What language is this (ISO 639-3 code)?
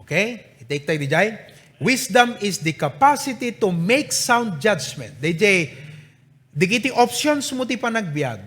ilo